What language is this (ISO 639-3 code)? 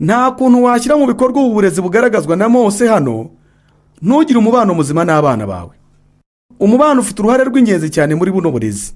kin